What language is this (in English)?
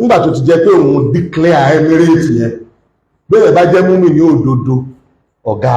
Yoruba